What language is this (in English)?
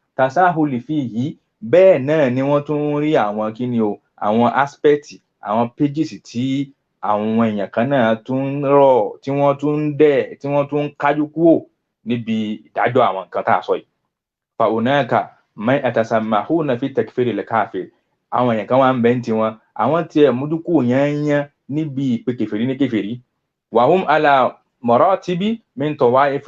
Yoruba